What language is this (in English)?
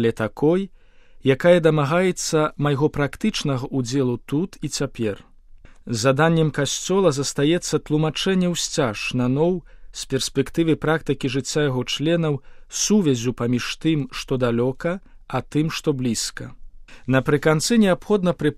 Belarusian